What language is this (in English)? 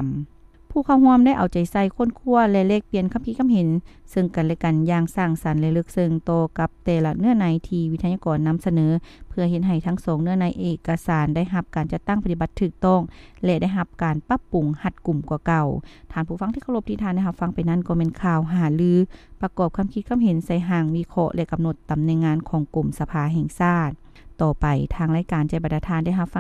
Lao